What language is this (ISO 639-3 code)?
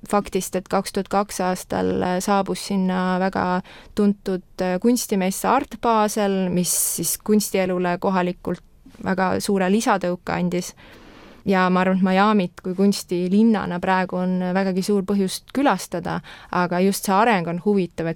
est